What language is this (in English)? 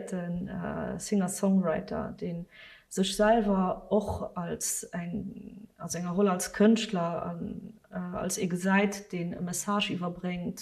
Luxembourgish